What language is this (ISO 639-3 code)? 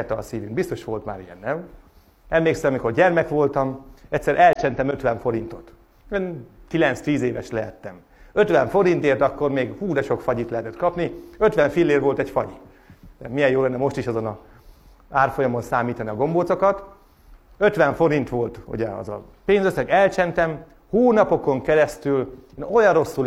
hun